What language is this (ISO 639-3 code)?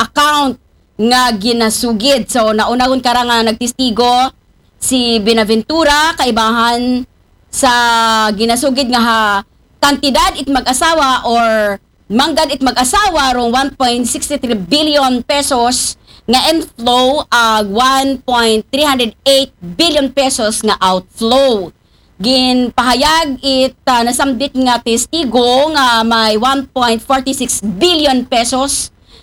akl